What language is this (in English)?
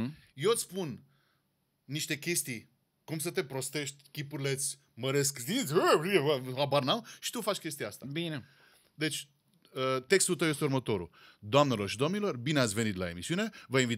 Romanian